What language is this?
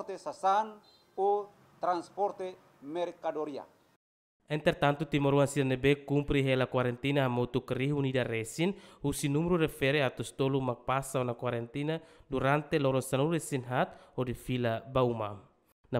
Tetum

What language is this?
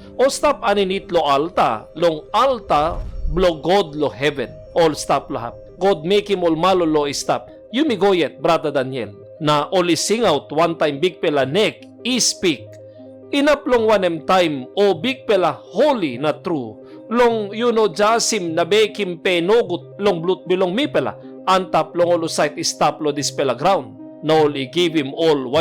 Tok Pisin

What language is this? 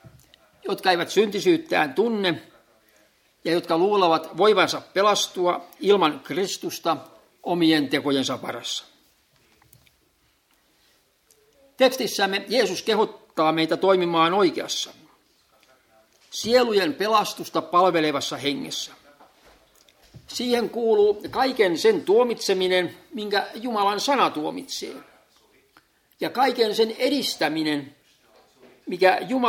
Finnish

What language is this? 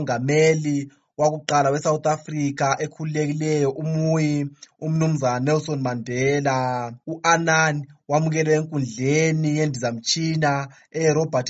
North Ndebele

